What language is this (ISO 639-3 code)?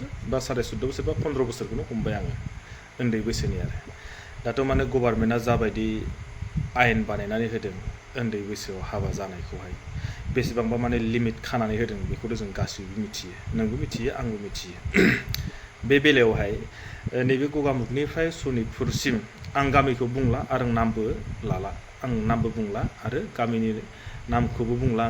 brx